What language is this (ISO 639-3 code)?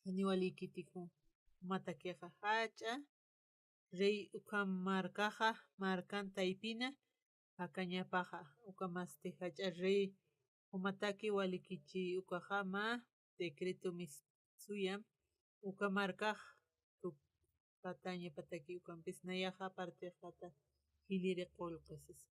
aym